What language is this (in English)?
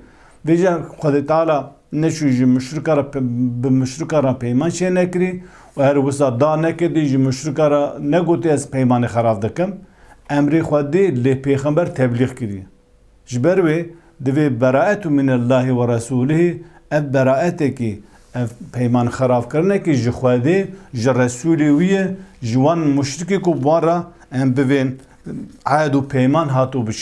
Kurdish